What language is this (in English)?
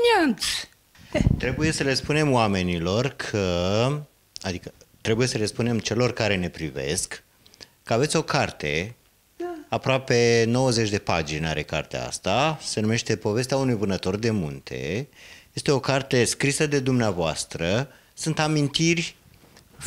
Romanian